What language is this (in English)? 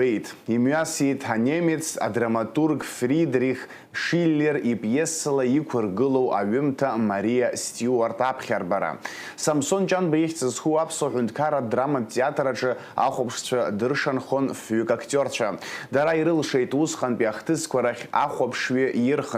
Abkhazian